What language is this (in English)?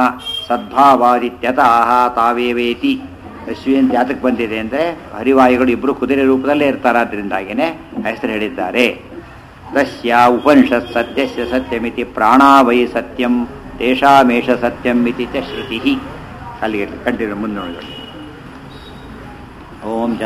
Kannada